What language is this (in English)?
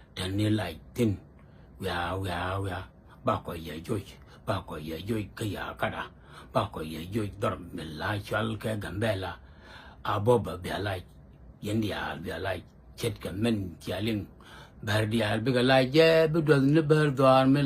Nuer